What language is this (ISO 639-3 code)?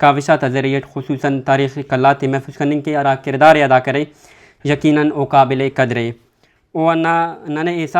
brh